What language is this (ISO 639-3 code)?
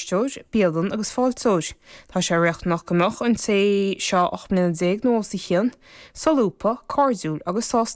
gle